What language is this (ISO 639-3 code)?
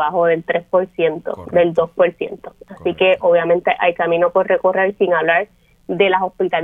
spa